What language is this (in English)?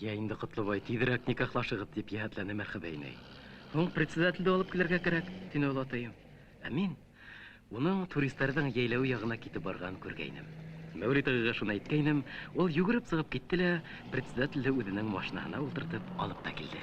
Bashkir